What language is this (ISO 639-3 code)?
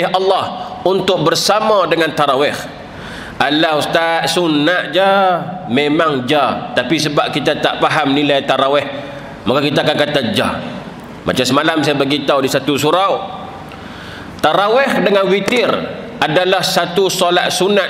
msa